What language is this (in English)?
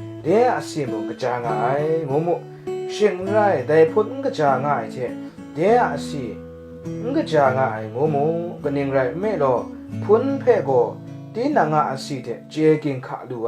Kachin